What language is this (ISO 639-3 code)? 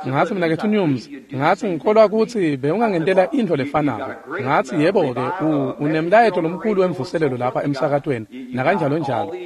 ssw